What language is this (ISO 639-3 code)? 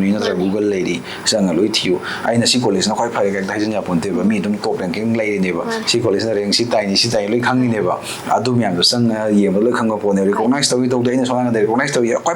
mni